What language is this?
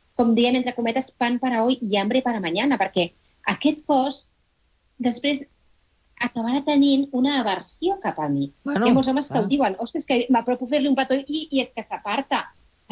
Catalan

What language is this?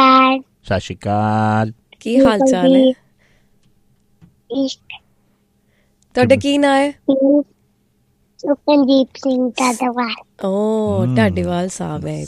Punjabi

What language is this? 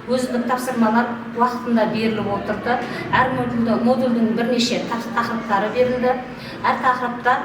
Kazakh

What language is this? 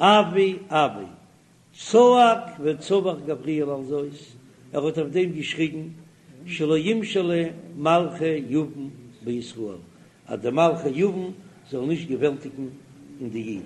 Yiddish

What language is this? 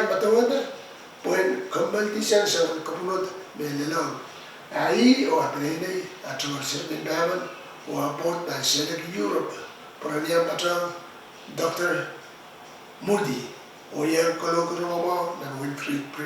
Pohnpeian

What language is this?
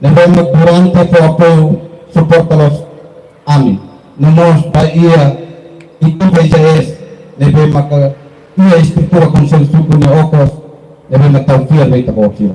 Tetum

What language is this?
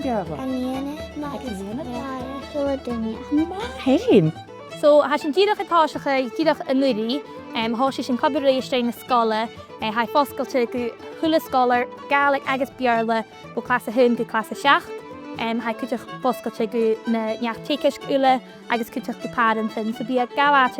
Scottish Gaelic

